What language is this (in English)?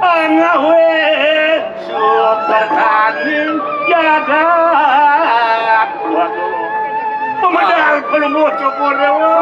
Balinese